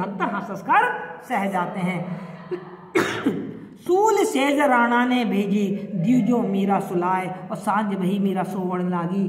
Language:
Hindi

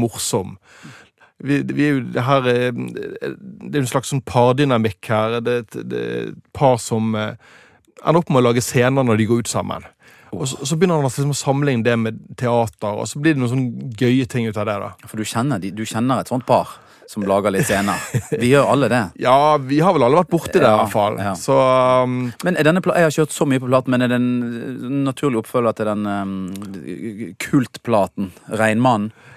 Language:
Norwegian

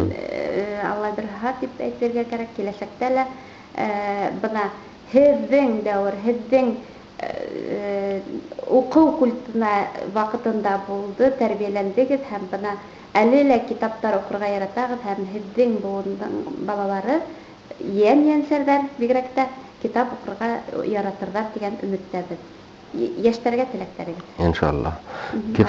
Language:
Bashkir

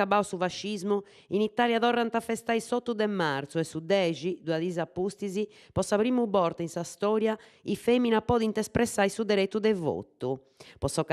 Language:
Sardinian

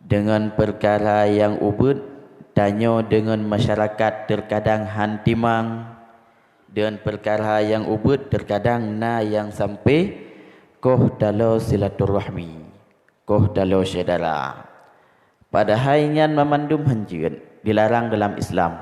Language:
Achinese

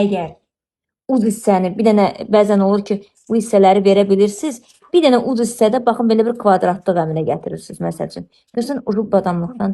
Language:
Azerbaijani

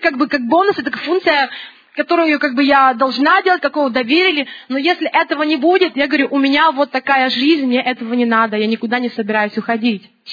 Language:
Russian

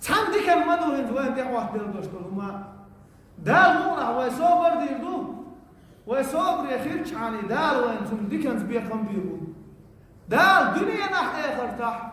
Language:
Chechen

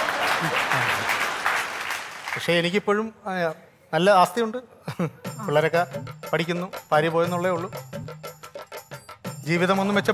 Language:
Malayalam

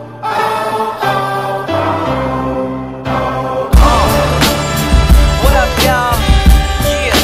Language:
English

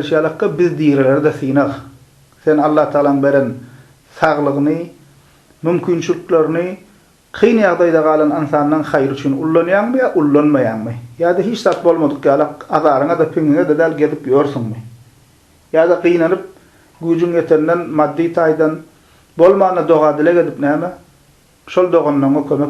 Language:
Turkmen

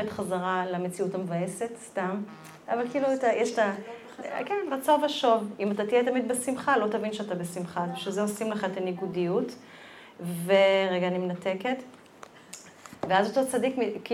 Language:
Hebrew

